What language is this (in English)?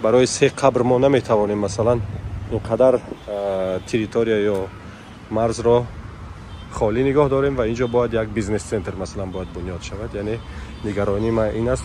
Tajik